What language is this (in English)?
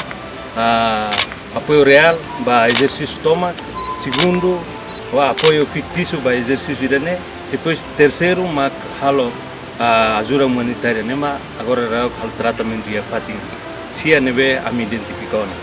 Tetum